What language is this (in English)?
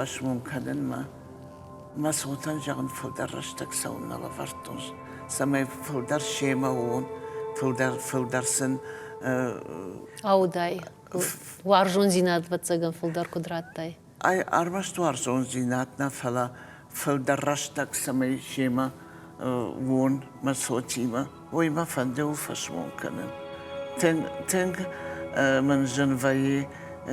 Ossetic